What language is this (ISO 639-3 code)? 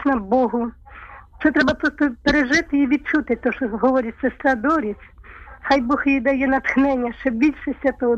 ukr